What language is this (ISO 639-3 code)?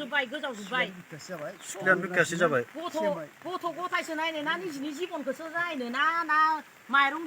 brx